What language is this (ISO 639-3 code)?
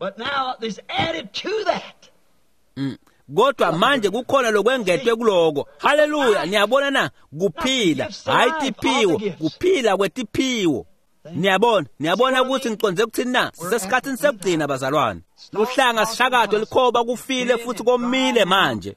ssw